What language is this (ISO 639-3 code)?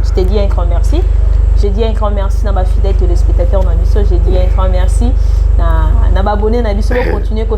lin